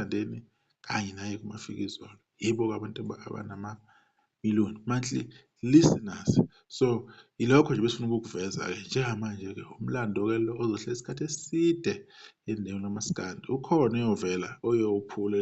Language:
Zulu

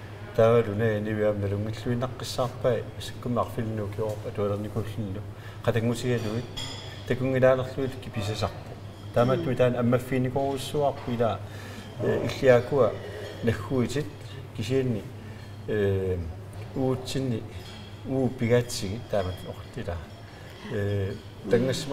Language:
Kalaallisut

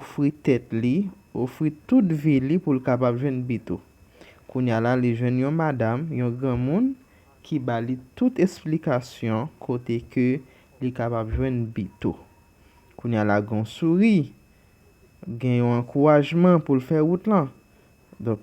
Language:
Haitian Creole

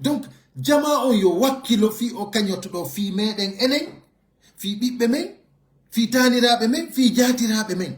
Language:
Pular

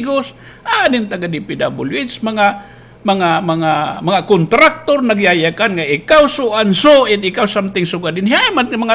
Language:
Waray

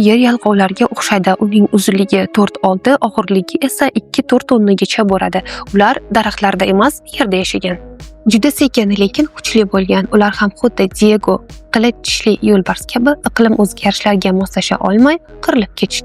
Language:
Uzbek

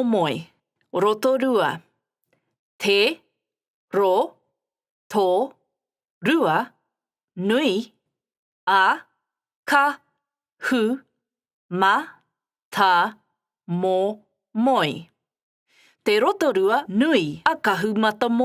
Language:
Māori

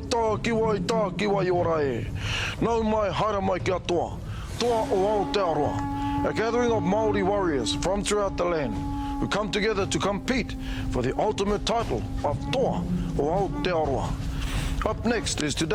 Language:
Māori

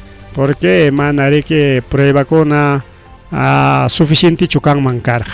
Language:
Ayacucho Quechua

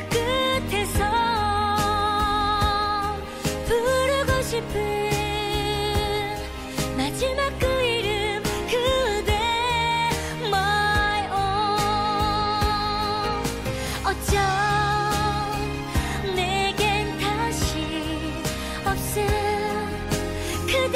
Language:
Korean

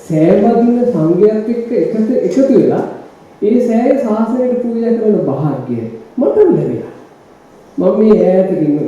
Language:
Sinhala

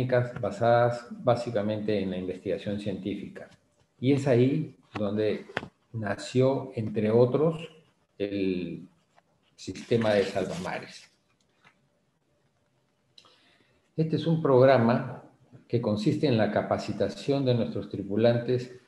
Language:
Spanish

